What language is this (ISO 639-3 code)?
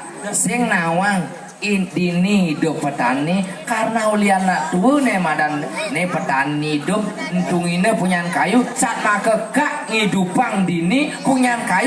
ban